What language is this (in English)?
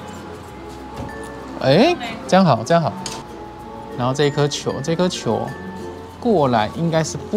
Chinese